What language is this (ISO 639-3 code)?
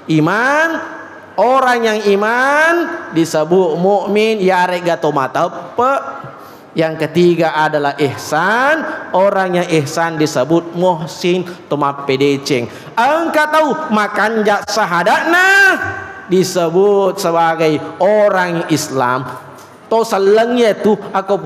bug